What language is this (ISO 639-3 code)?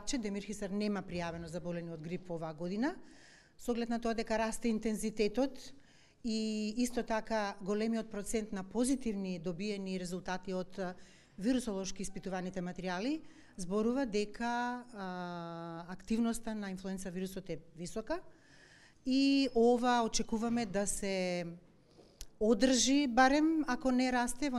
mkd